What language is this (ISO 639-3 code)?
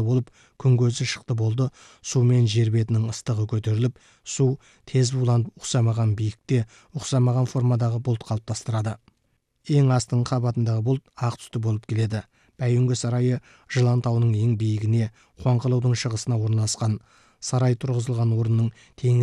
kaz